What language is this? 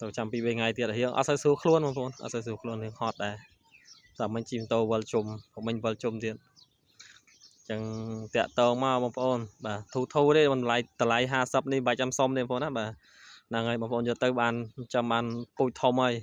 Khmer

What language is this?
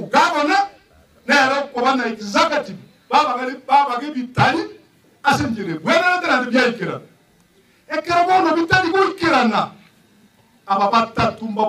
Gusii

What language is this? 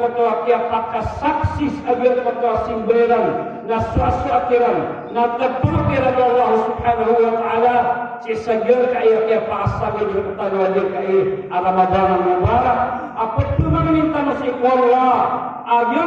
Maranao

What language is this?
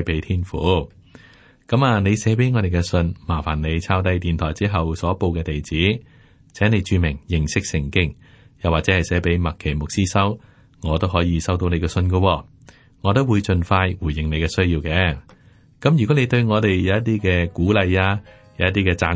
Cantonese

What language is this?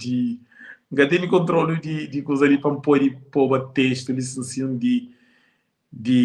Kabuverdianu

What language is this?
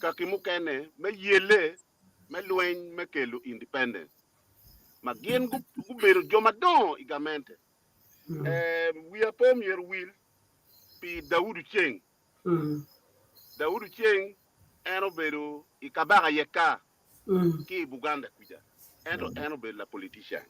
Acoli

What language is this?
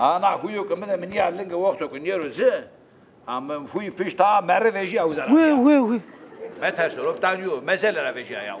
Zaza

